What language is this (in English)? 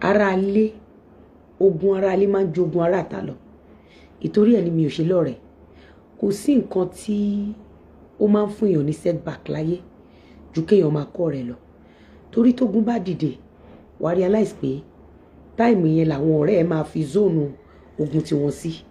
Yoruba